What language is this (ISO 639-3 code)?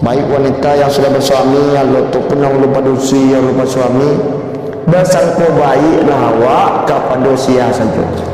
min